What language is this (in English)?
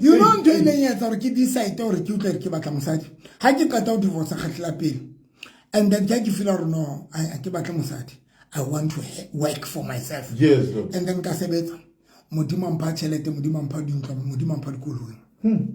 Southern Sotho